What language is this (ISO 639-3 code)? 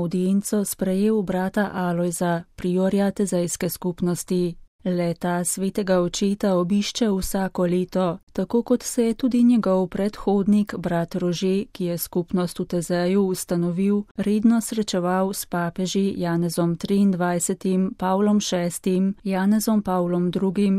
slv